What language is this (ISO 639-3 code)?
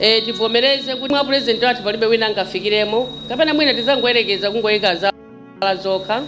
nya